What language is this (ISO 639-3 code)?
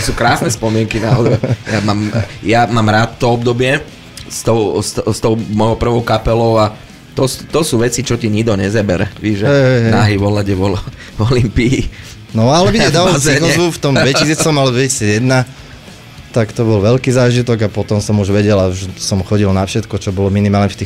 slk